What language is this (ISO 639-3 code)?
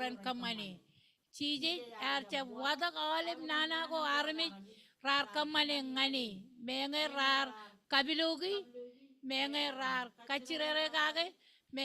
mah